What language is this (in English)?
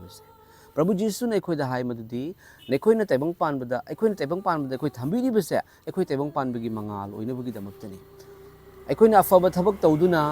Manipuri